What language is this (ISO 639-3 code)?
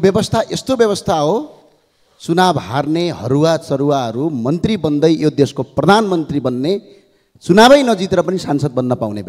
nep